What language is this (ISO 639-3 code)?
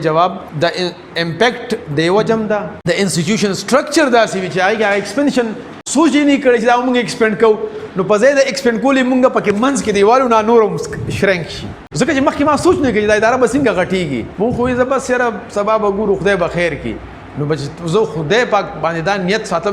pus